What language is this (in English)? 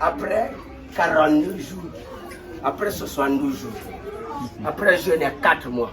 Kituba (Democratic Republic of Congo)